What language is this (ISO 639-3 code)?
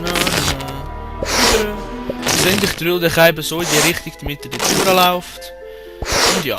gsw